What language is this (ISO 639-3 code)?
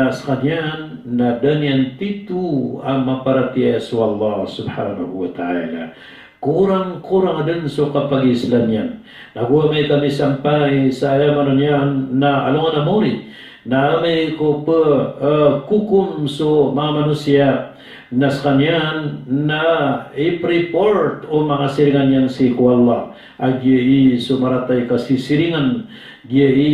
mrw